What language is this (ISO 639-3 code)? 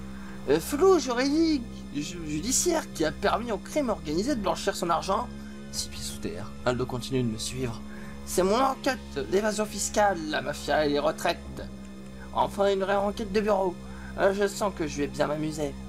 fra